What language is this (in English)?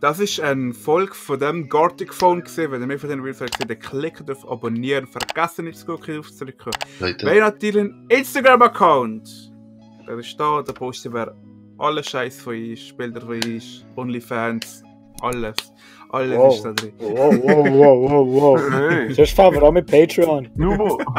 Swiss German